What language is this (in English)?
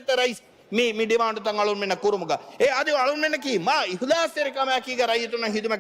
Divehi